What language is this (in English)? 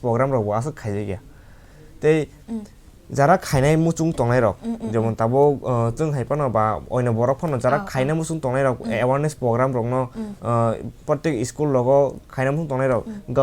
Kok Borok